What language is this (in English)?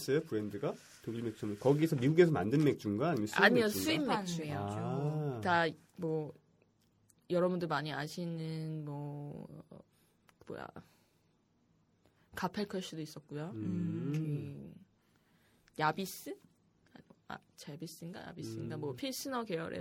Korean